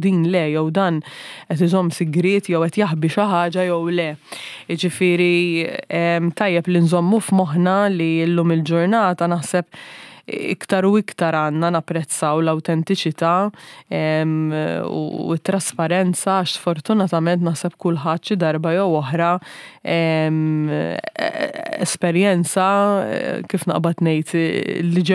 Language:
Maltese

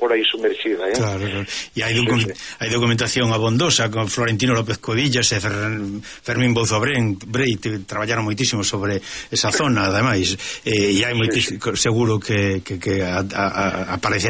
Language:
Galician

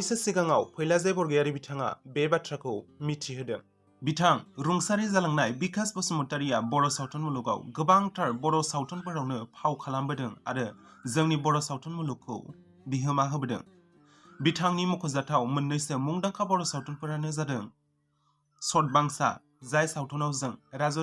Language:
Bodo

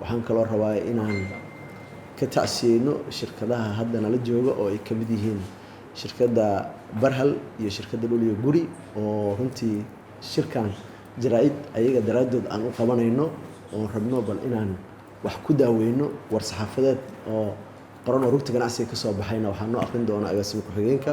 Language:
Somali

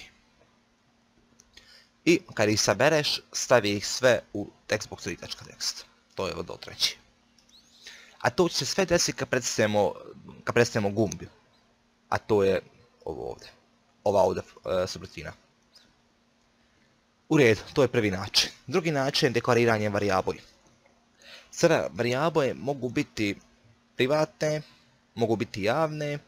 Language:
Croatian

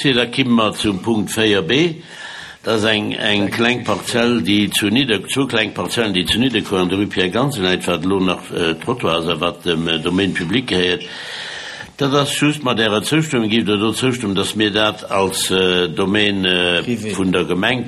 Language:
Luxembourgish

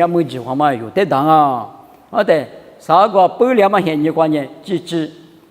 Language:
Lisu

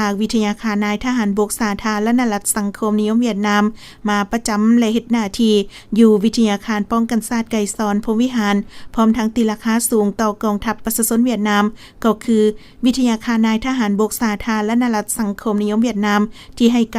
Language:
Lao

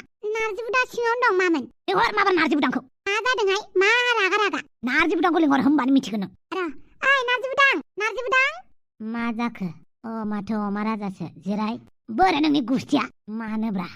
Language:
Bodo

